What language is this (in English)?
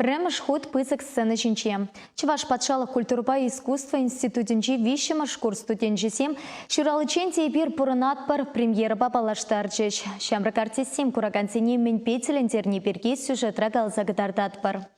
Chuvash